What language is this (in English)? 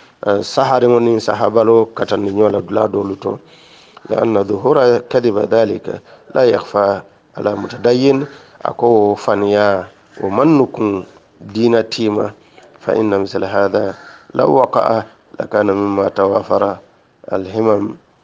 Hausa